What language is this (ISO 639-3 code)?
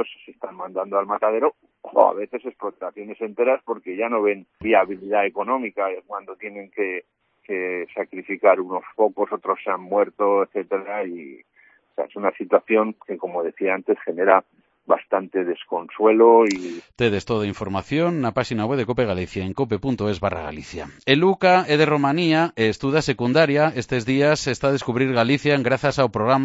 glg